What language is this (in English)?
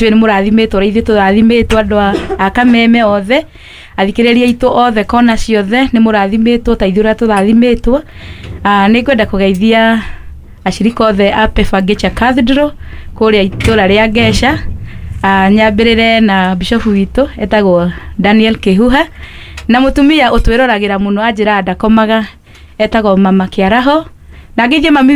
Kikuyu